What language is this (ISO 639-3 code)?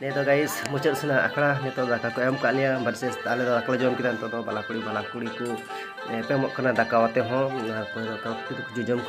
sat